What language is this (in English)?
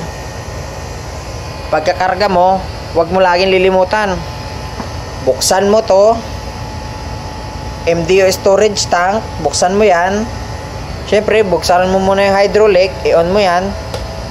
Filipino